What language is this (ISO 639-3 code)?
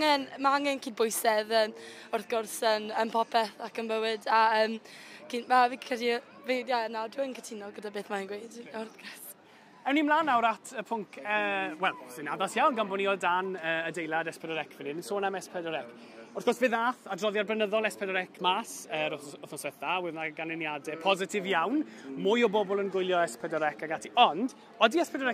cym